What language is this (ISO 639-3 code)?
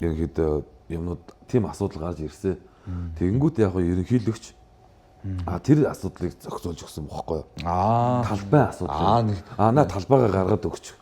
mon